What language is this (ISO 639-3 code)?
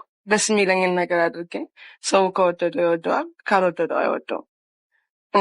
amh